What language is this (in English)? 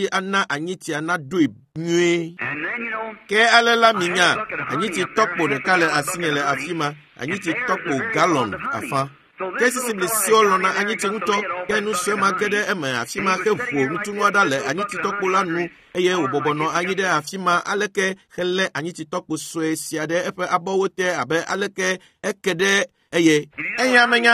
Ewe